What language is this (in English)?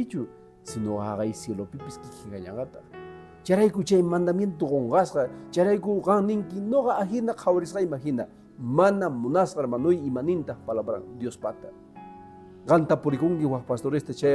Quechua